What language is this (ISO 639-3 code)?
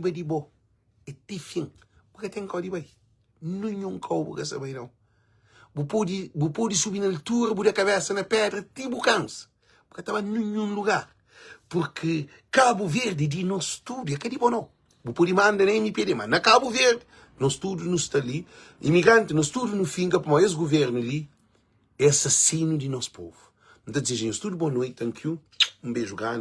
kea